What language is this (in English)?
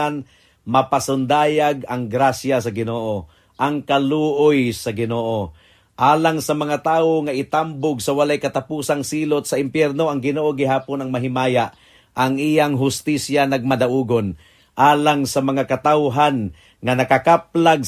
Cebuano